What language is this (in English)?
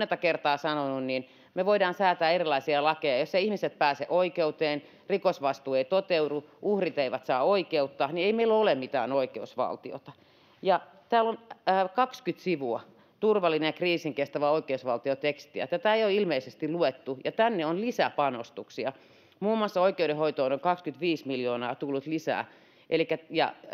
Finnish